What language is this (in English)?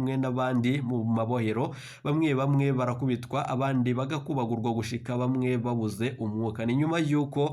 Rundi